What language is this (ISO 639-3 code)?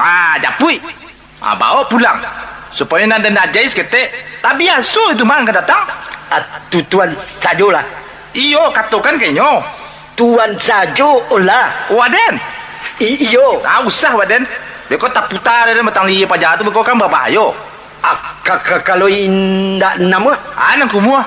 min